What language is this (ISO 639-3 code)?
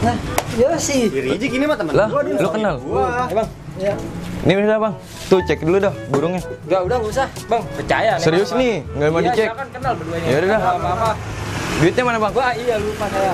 bew